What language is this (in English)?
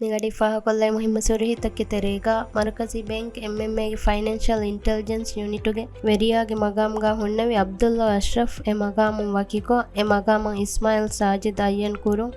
Divehi